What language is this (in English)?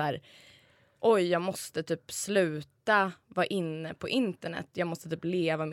Swedish